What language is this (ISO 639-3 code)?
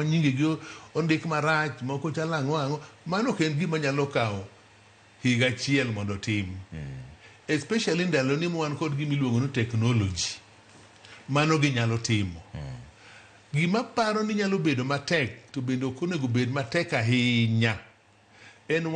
luo